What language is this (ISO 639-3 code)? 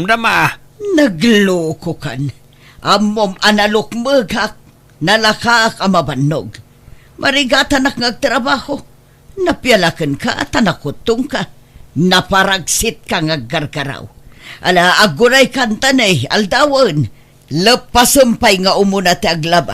ilo